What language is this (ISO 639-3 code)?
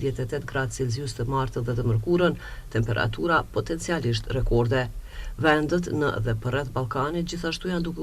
sqi